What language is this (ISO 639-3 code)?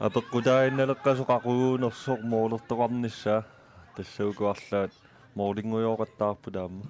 kal